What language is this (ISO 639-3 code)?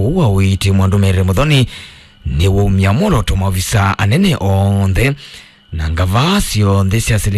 kam